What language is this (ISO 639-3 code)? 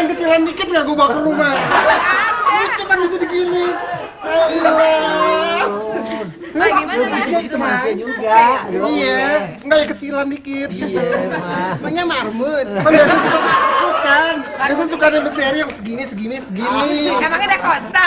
bew